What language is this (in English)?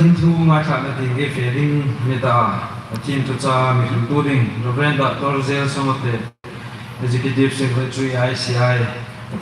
Hmar